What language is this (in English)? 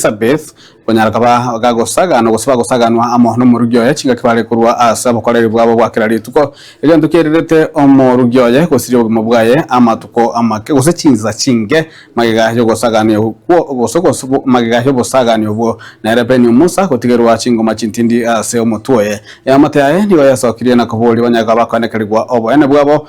Gusii